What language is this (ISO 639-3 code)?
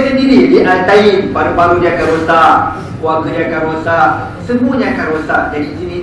msa